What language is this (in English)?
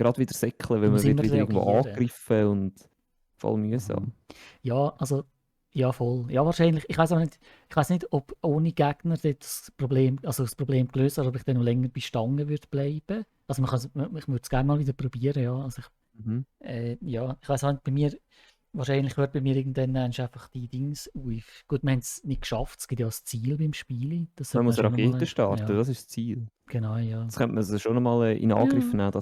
Swiss German